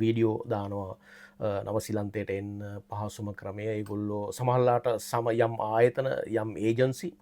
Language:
Sinhala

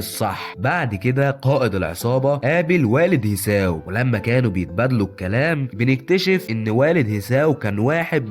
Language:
Egyptian Arabic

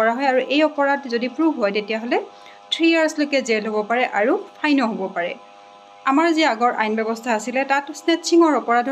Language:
Assamese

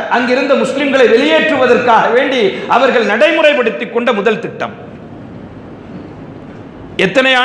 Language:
Tamil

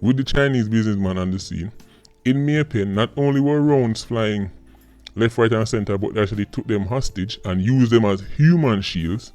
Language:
Jamaican Creole English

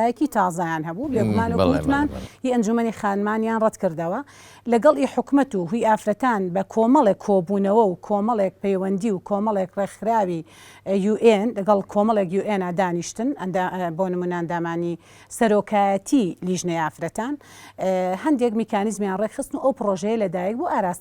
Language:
Central Kurdish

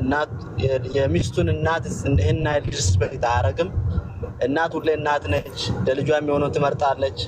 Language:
Amharic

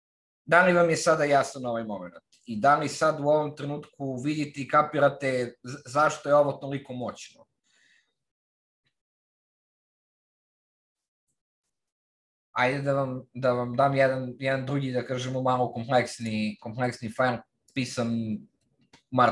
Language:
Serbian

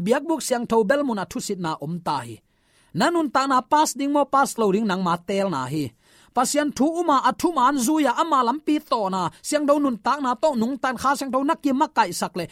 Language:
Tedim Chin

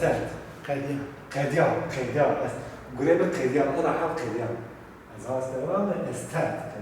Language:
Zaza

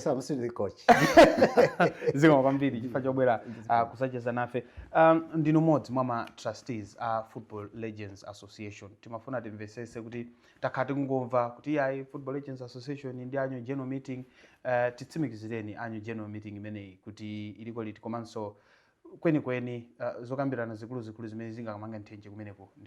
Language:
Nyanja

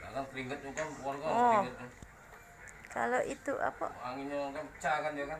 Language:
Musi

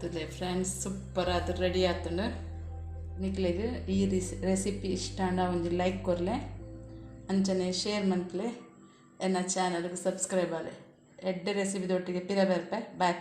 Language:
Tulu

